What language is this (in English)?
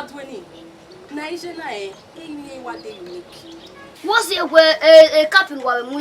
Bini